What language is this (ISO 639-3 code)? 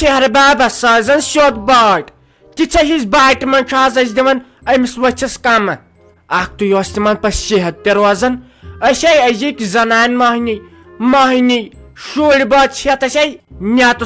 kas